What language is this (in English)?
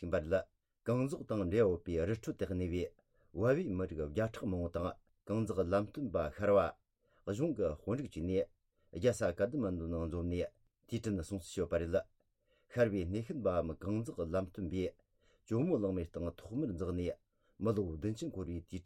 Tibetan